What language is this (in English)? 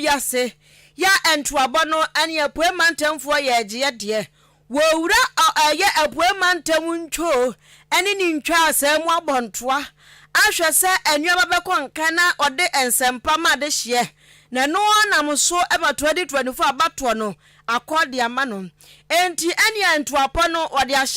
Akan